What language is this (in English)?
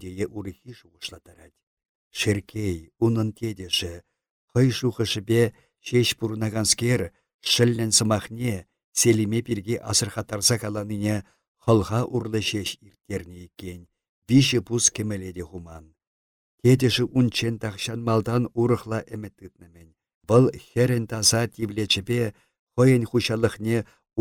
Chuvash